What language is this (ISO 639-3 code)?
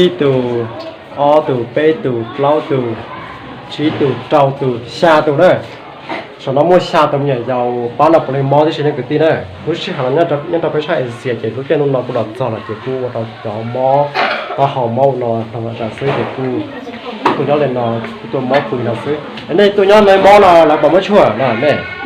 hmn